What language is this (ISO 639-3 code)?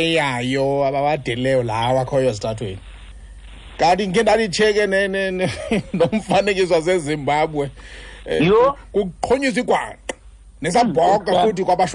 xho